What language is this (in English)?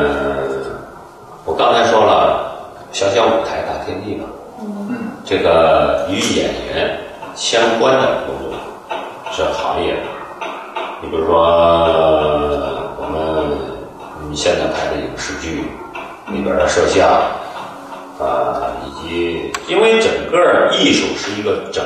Chinese